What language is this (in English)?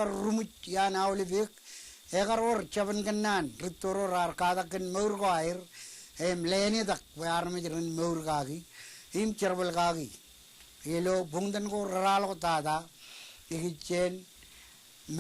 Marshallese